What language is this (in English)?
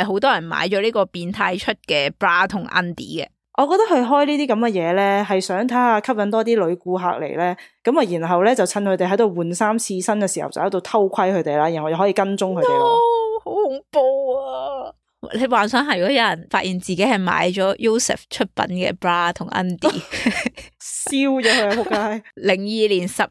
Cantonese